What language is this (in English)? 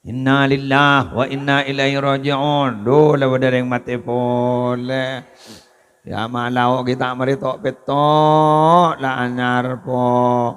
Madurese